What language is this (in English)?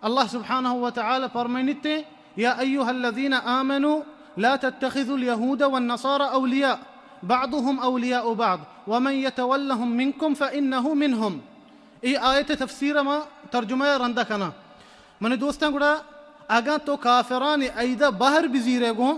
Baluchi